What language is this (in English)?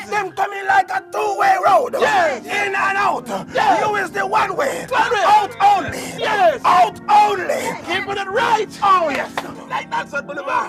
Jamaican Creole English